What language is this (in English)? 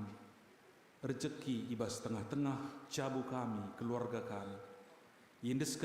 Batak Karo